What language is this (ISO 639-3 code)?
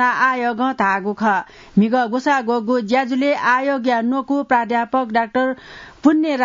new